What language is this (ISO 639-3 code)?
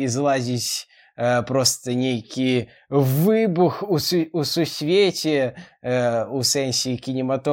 bel